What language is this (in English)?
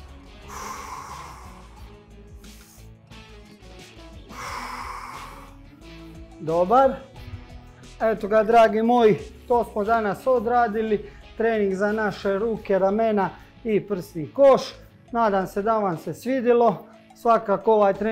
Croatian